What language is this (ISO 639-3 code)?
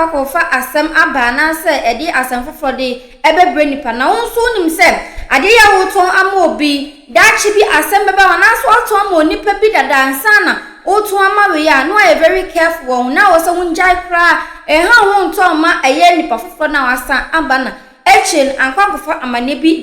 aka